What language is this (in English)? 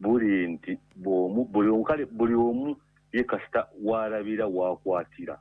Ganda